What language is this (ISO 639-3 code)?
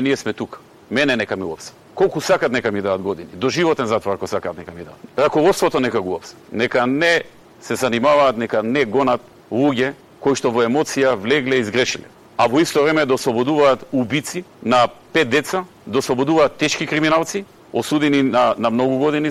mkd